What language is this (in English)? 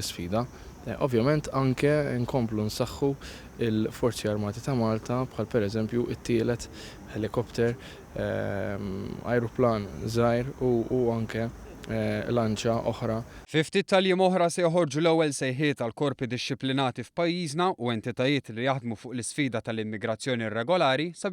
Maltese